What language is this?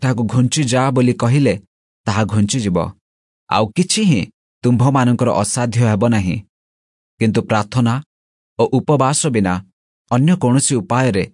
Odia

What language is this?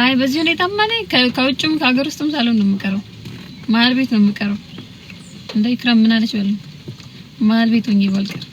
Amharic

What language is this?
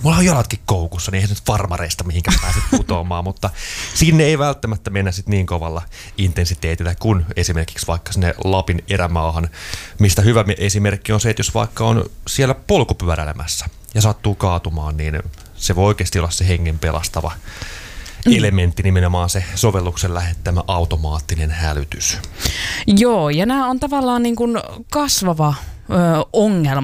Finnish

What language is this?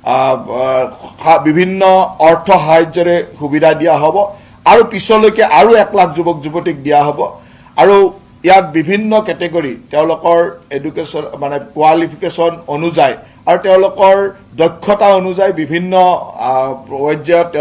Assamese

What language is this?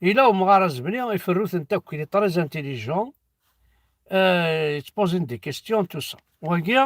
Kabyle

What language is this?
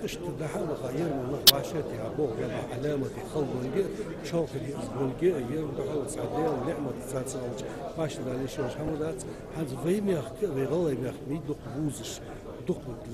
Ingush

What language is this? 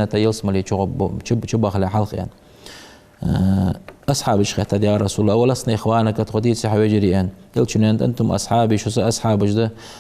Ingush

